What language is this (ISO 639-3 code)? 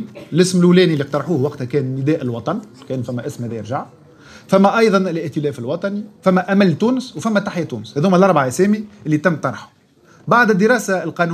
aeb